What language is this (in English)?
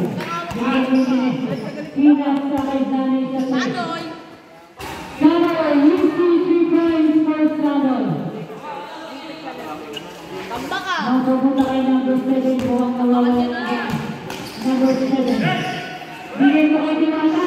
Filipino